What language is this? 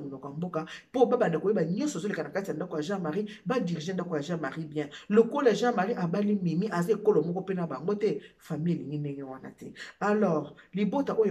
Lingala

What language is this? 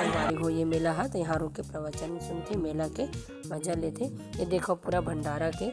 Chhattisgarhi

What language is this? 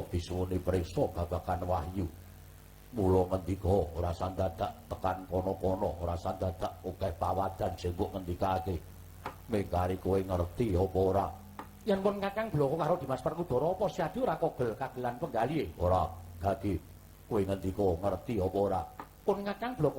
Javanese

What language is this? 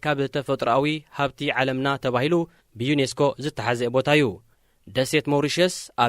Tigrinya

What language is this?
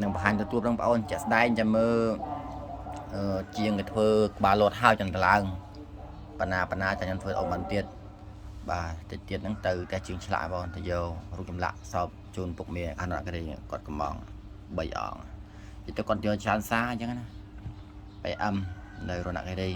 Khmer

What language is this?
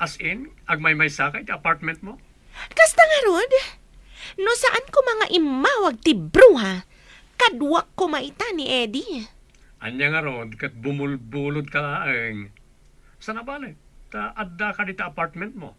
Iloko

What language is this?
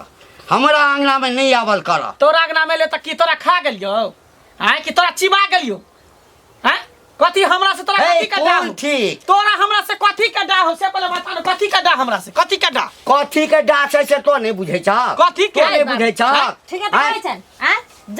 Maithili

